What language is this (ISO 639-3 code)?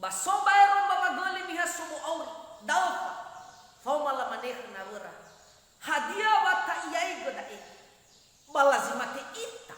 nia